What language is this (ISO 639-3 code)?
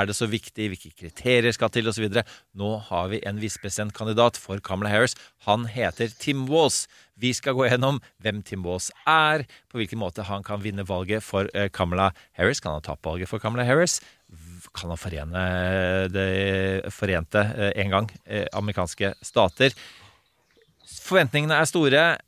nor